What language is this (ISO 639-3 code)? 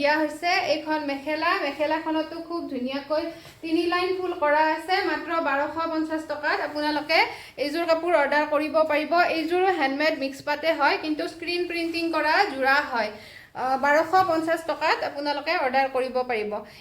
asm